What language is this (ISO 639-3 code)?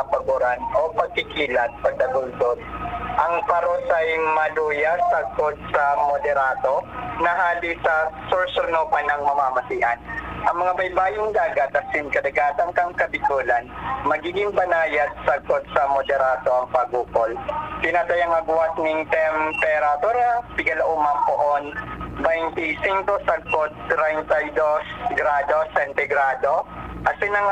bik